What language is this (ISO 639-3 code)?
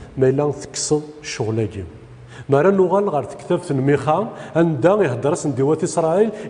kab